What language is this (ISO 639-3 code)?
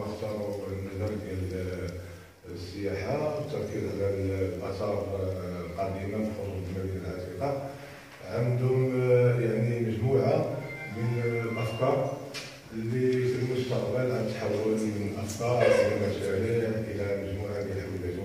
ary